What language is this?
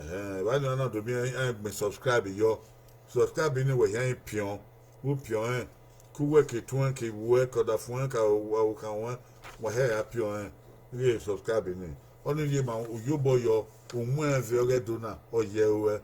Bini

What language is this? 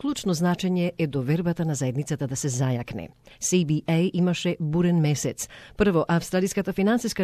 Macedonian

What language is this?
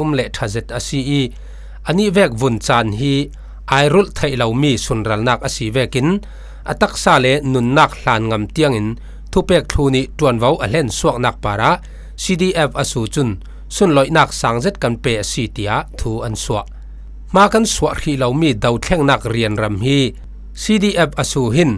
Falam Chin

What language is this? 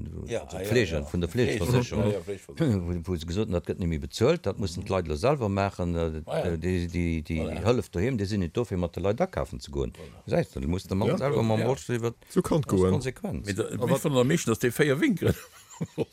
Luxembourgish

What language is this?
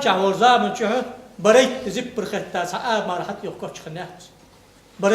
Ingush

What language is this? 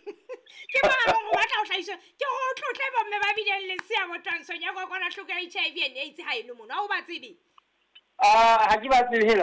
Southern Sotho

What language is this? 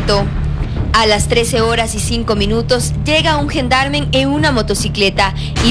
Spanish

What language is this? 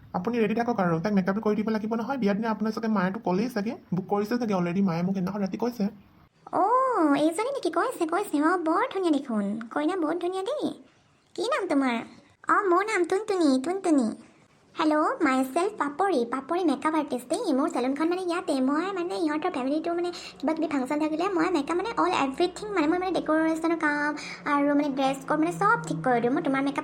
Assamese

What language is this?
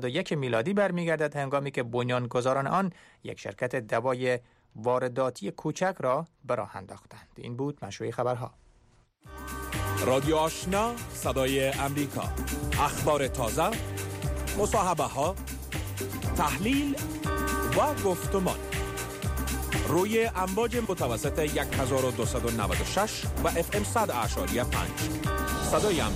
Persian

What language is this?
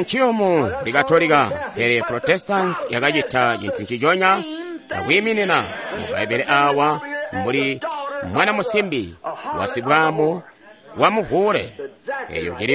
Tonga (Zambia)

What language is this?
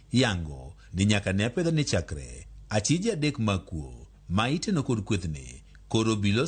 Luo (Kenya and Tanzania)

